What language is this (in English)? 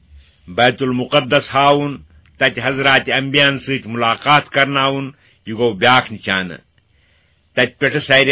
Kashmiri